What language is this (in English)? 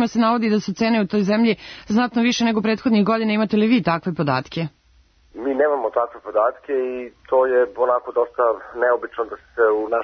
Serbian